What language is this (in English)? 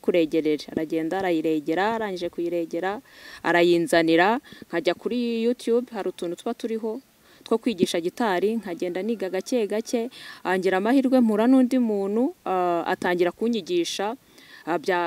Kinyarwanda